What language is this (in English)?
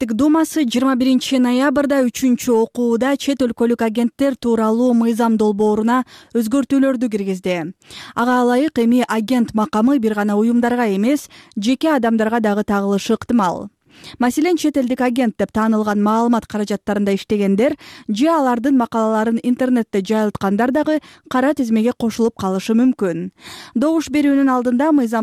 Kyrgyz